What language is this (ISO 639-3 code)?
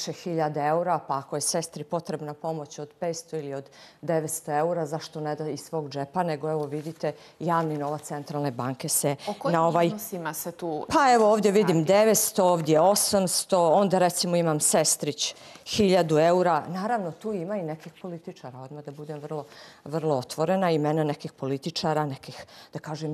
bos